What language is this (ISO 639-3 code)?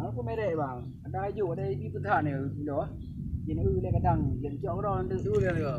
ace